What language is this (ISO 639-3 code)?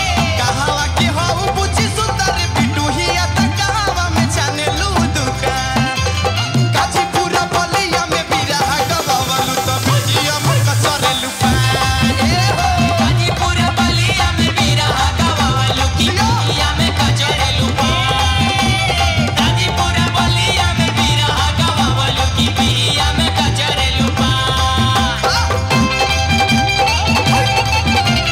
bho